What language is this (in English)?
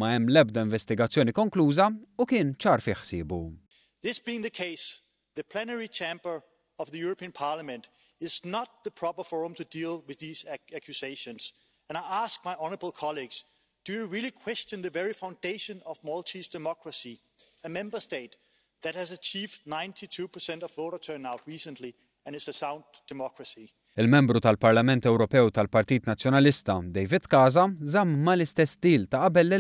Maltese